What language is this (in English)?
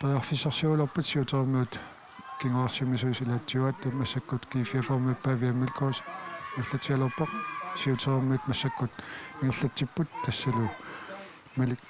Kalaallisut